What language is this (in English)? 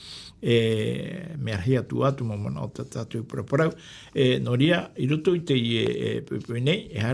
Tahitian